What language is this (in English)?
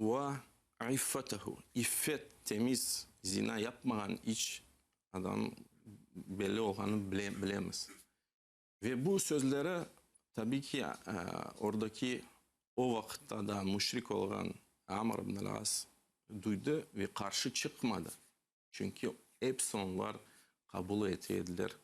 Crimean Tatar